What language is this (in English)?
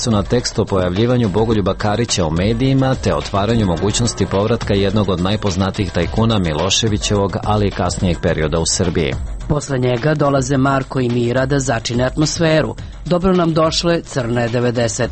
Serbian